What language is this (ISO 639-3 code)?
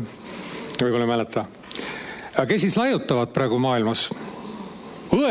est